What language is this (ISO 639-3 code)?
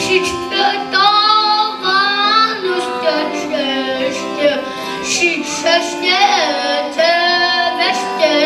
chv